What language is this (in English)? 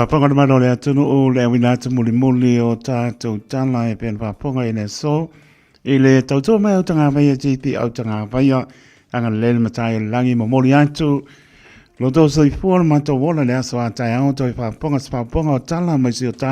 Samoan